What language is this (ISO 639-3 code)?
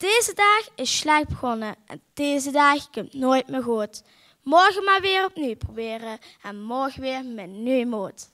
lim